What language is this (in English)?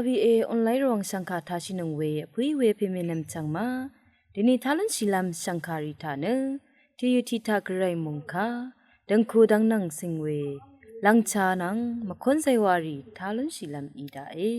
Rawang